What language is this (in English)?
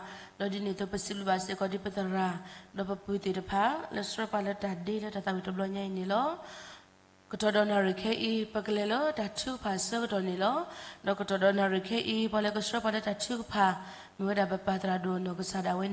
S'gaw Karen